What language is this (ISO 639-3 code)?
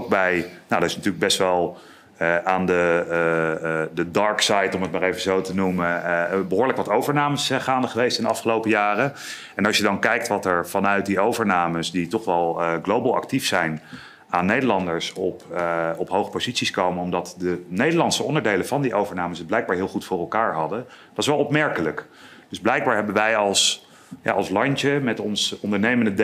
nld